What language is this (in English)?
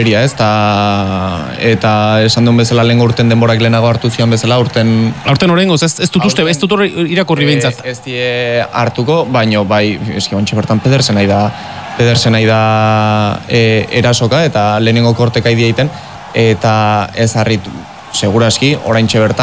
Basque